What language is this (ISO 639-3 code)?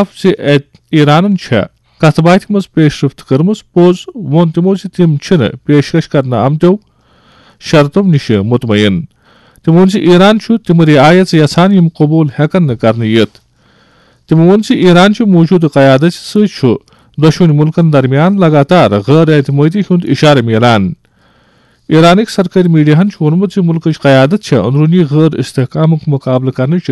kas